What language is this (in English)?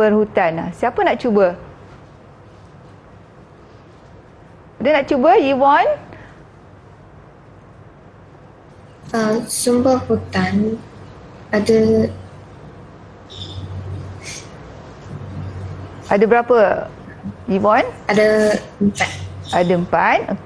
Malay